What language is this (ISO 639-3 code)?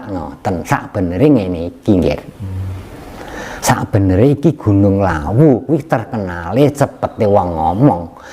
jav